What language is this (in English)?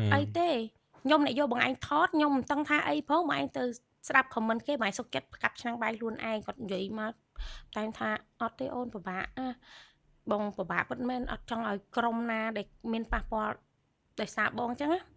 Khmer